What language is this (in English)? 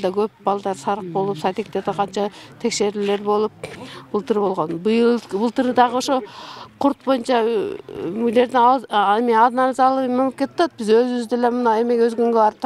Kyrgyz